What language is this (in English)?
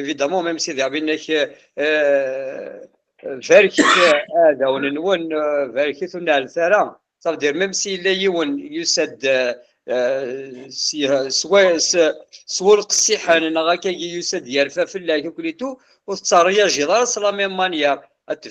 Kabyle